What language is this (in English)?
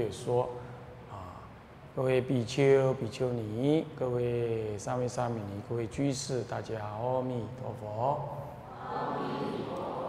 Chinese